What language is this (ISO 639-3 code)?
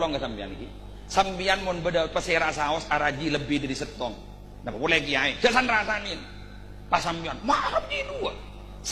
mad